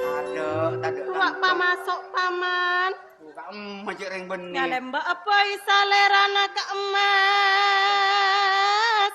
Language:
Madurese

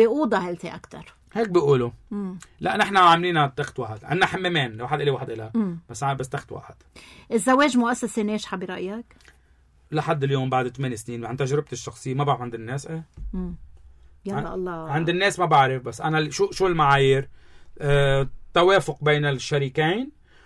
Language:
North Levantine Arabic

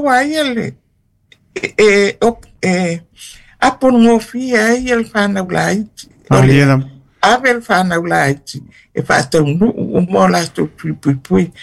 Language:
Samoan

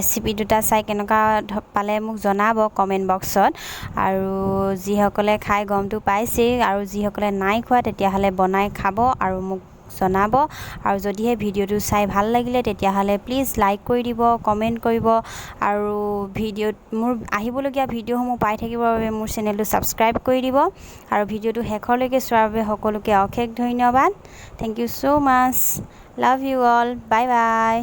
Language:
Assamese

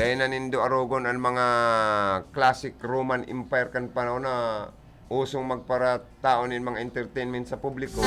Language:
Bikol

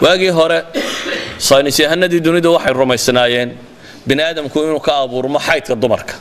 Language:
Somali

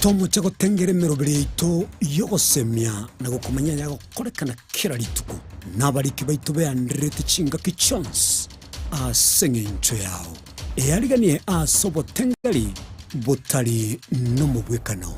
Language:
Gusii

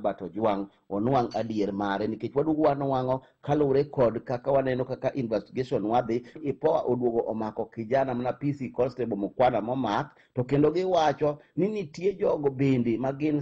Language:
Luo (Kenya and Tanzania)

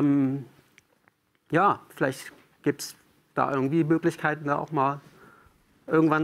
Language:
German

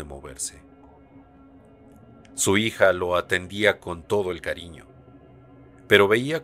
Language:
Spanish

